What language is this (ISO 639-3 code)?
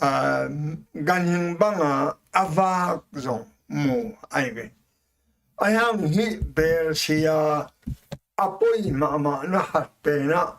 ctd